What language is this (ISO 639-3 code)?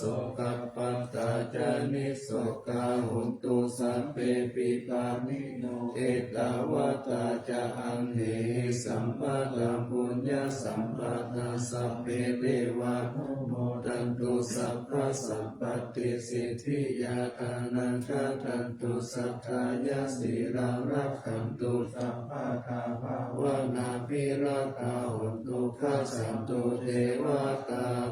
pli